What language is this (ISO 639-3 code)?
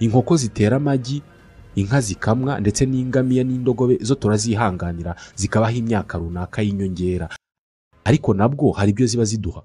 kin